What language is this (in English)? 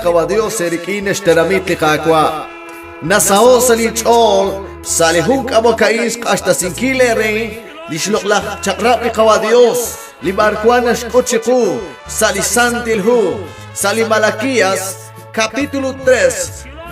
Kekchí